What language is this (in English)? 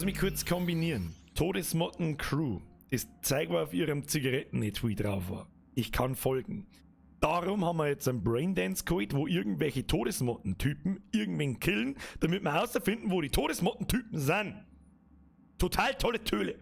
Bavarian